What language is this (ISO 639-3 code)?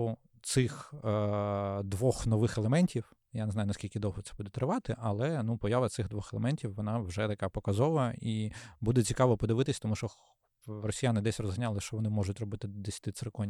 ukr